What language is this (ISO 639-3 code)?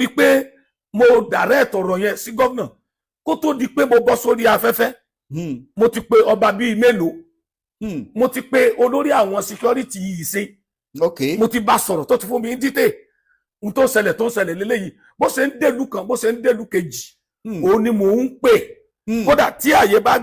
yor